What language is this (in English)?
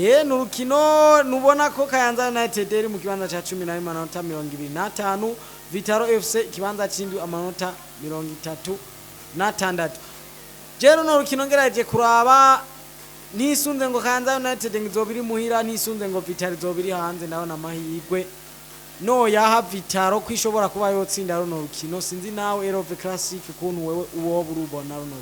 Rundi